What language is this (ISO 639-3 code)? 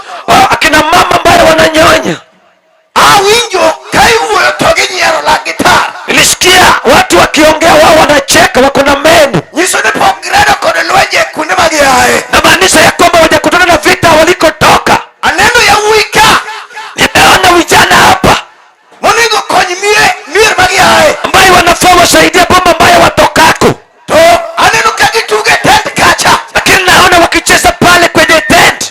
luo